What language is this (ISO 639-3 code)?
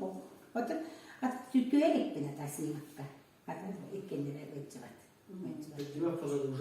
sah